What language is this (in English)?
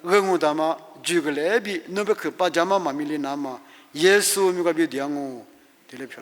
Lisu